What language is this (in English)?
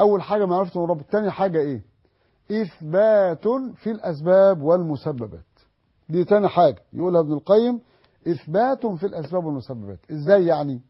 Egyptian Arabic